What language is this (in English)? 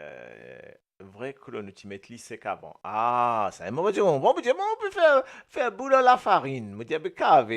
Morisyen